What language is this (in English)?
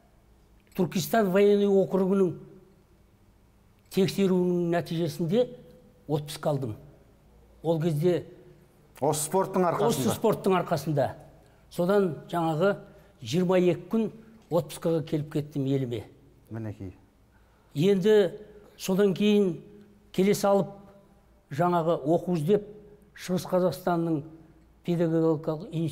Kazakh